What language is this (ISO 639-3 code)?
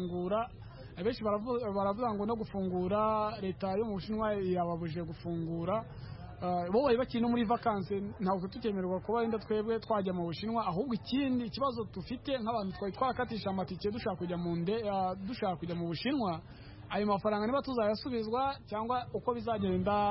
kin